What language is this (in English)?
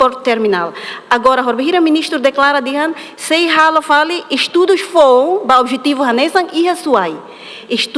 Tetum